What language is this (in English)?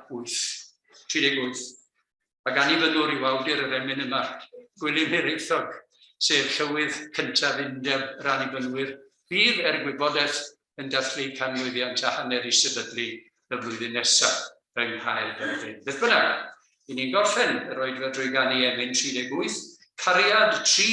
Welsh